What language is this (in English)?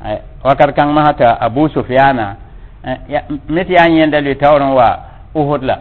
Mossi